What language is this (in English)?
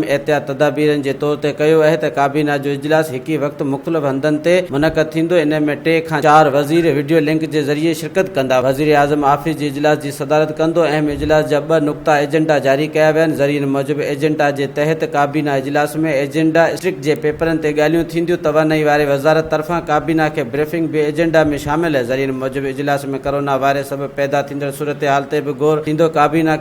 Sindhi